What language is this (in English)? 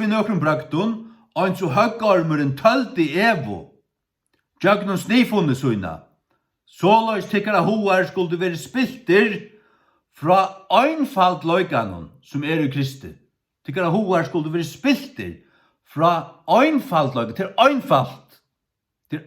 Faroese